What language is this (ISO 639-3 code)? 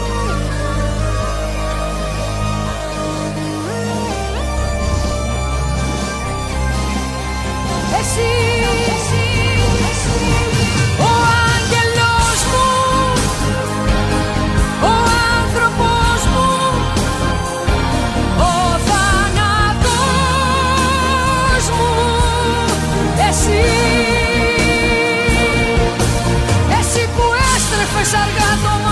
ell